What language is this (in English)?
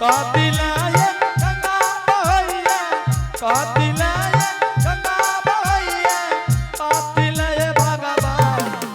Angika